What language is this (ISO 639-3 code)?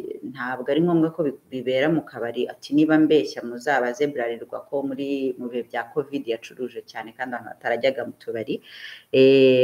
kin